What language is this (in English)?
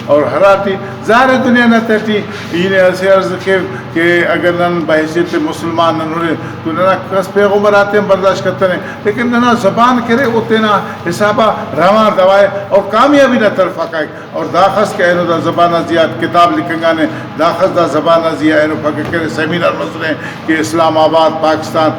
Brahui